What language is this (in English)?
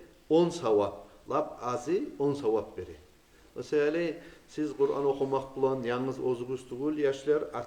Kumyk